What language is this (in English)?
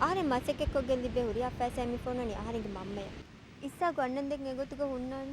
Divehi